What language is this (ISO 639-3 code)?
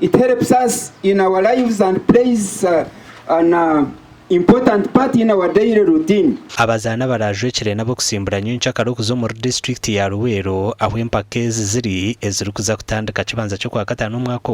nyn